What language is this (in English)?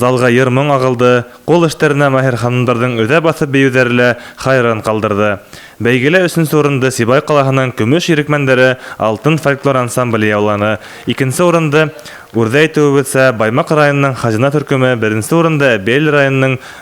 Bashkir